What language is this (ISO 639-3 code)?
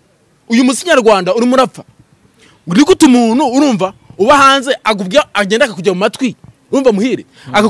kin